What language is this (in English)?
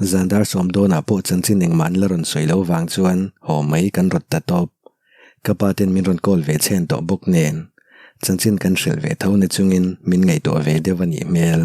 Mizo